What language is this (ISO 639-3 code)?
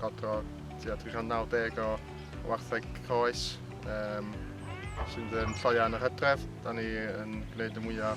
cym